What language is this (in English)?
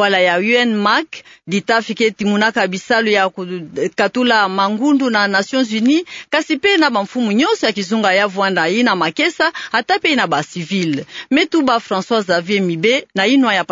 Kituba (Democratic Republic of Congo)